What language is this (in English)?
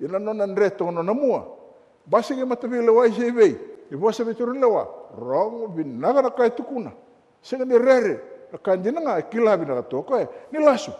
Fijian